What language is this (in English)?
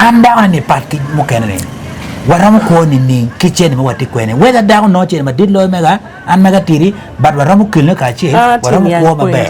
Acoli